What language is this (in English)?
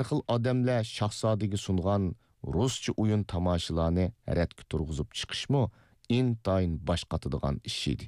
Uyghur